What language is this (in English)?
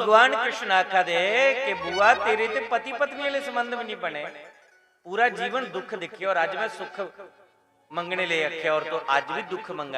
Dogri